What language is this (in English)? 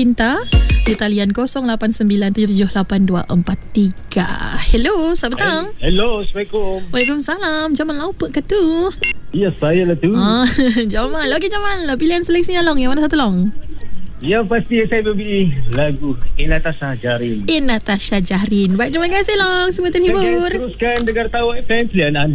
Malay